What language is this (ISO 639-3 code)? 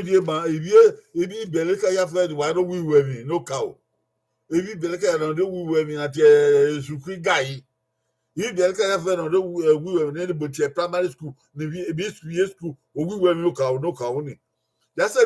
bin